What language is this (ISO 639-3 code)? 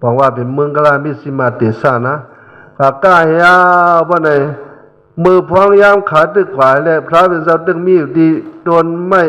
shn